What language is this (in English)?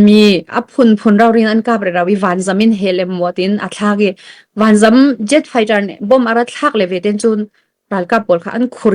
Falam Chin